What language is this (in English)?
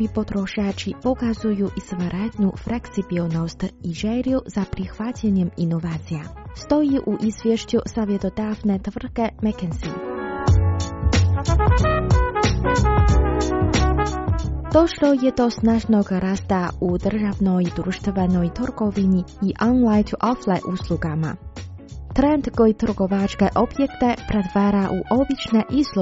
Croatian